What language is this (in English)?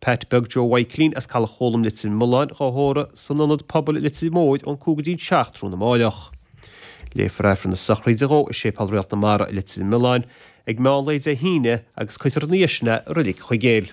Irish